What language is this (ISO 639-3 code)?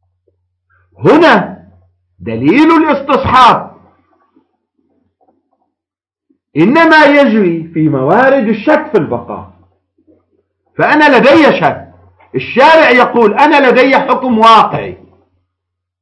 ara